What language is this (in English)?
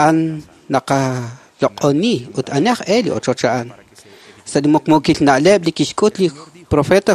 Kekchí